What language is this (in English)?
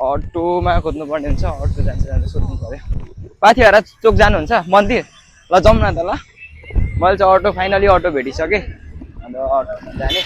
Nepali